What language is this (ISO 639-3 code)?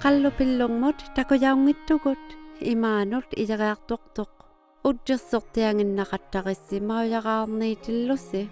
iku